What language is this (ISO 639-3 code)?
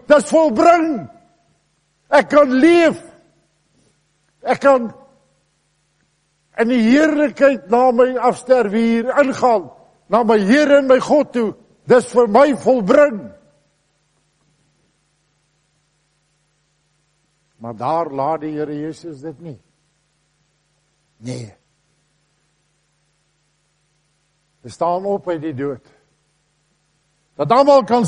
afr